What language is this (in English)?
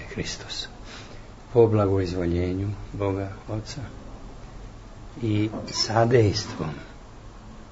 Serbian